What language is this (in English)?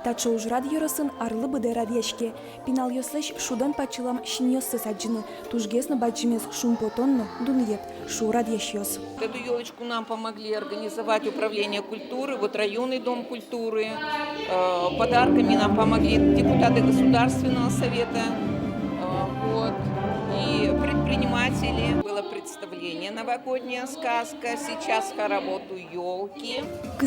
Udmurt